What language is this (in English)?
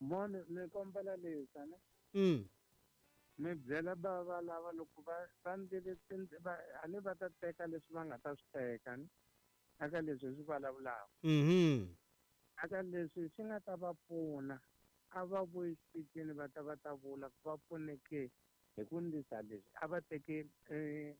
Tsonga